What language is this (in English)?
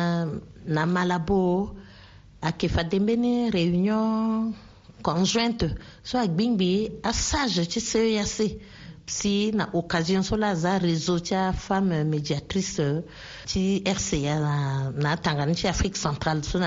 Sango